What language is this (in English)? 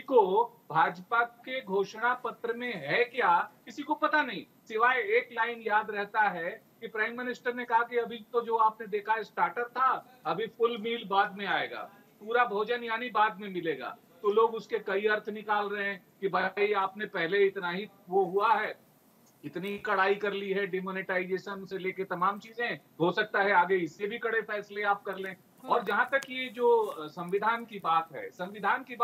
Hindi